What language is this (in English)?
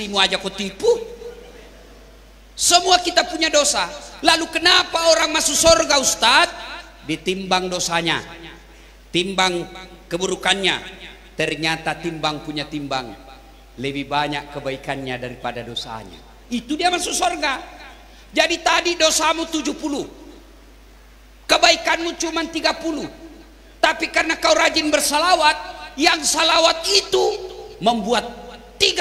Indonesian